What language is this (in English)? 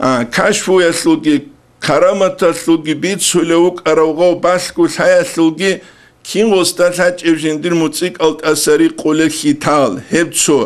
Avaric